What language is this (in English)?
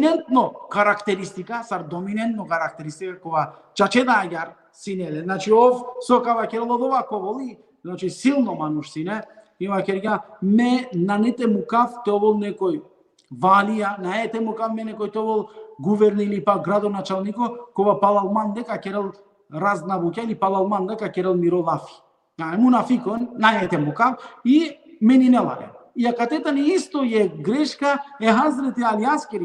Balkan Romani